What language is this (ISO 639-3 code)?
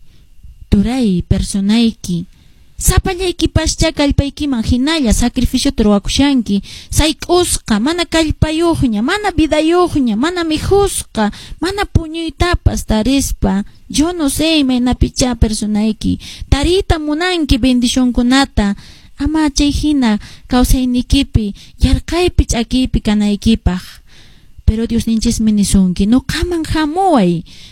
que